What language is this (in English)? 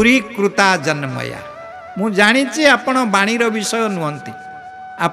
Odia